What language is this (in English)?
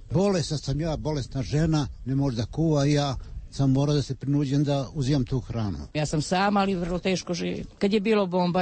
Serbian